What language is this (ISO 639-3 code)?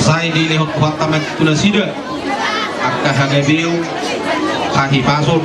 bbc